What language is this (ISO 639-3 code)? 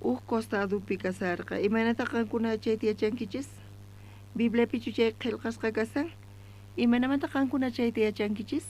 quh